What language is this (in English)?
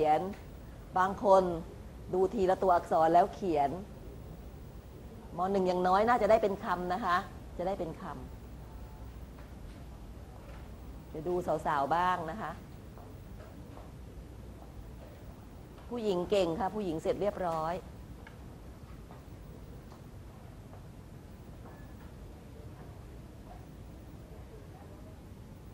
Thai